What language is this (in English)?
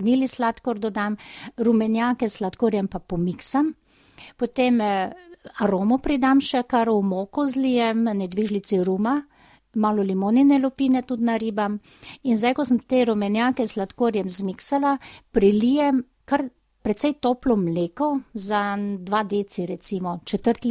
Slovenian